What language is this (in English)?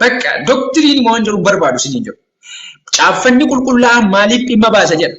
Oromo